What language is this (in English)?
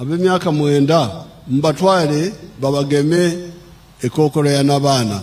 Nyankole